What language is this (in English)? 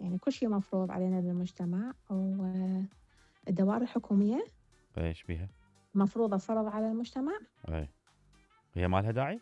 Mesopotamian Arabic